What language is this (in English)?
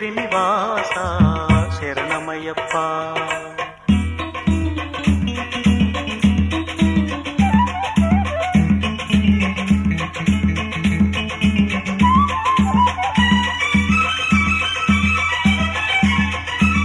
Telugu